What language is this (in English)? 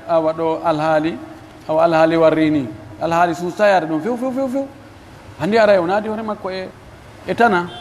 Pular